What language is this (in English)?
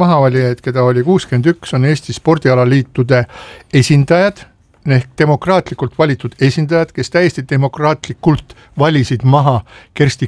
Estonian